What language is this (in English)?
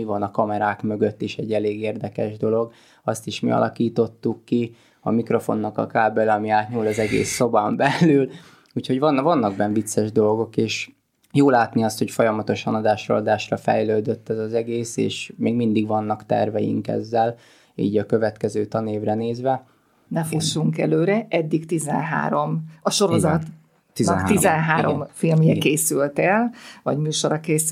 Hungarian